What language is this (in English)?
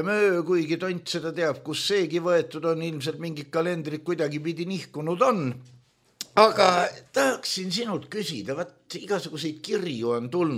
Estonian